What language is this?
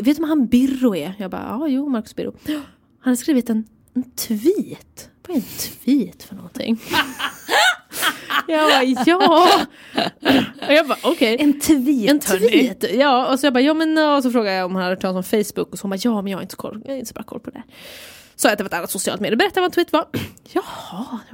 Swedish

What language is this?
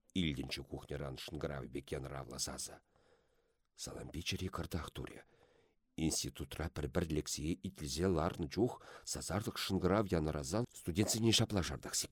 Chuvash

